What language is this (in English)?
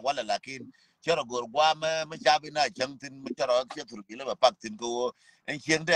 Nuer